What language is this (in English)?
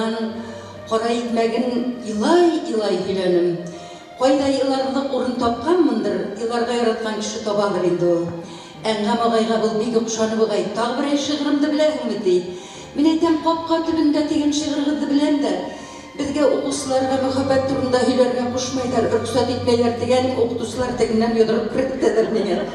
Bashkir